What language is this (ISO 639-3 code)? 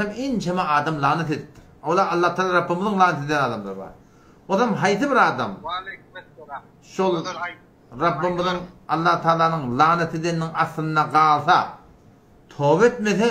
tuk